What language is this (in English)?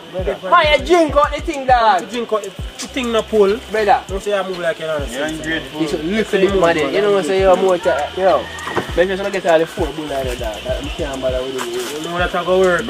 Jamaican Creole English